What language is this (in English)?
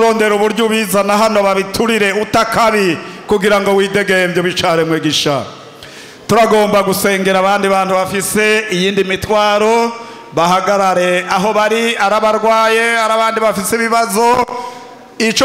Rundi